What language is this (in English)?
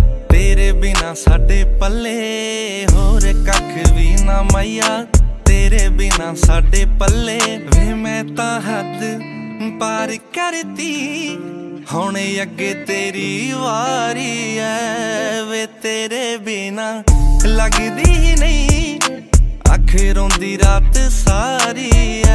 Punjabi